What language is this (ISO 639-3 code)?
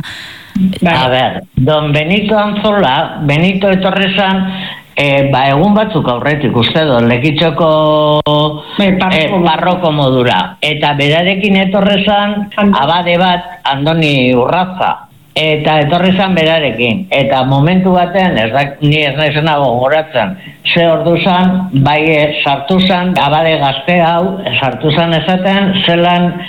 eus